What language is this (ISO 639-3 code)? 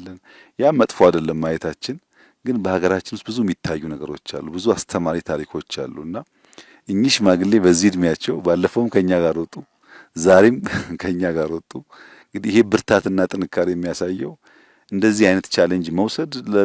amh